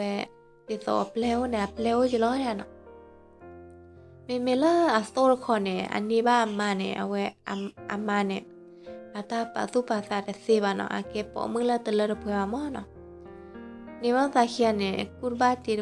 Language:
S'gaw Karen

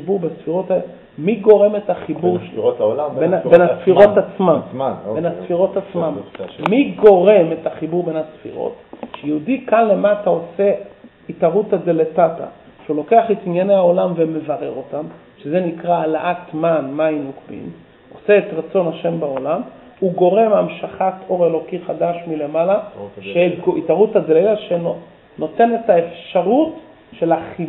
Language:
Hebrew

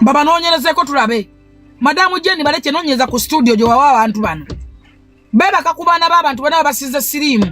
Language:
Ganda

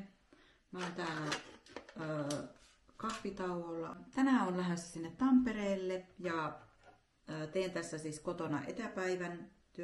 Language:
Finnish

